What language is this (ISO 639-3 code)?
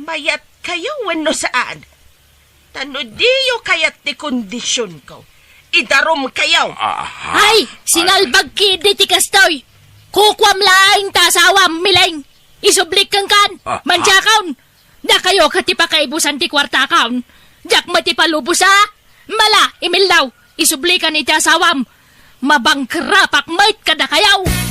ilo